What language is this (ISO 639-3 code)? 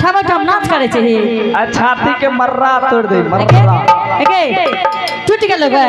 anp